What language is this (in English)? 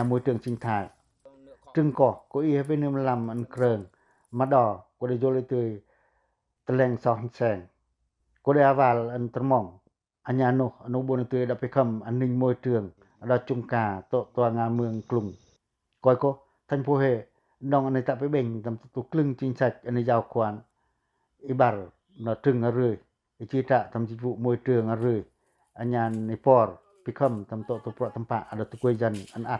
Pacoh